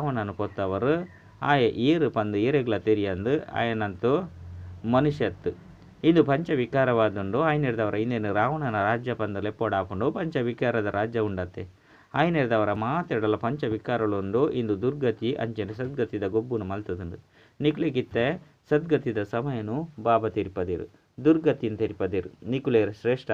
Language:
Tulu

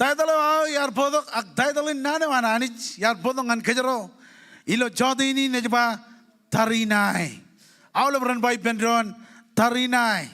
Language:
Marshallese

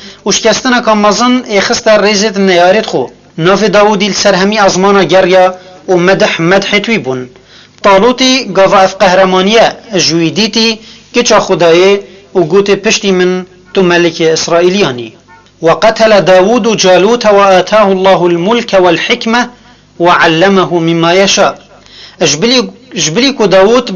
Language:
Kurdish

